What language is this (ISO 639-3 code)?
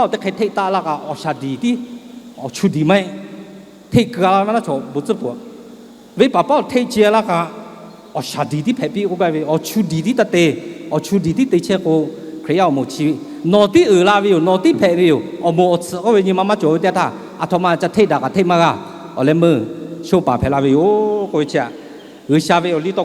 lhu